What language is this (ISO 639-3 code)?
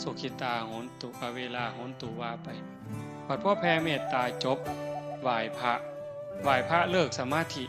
tts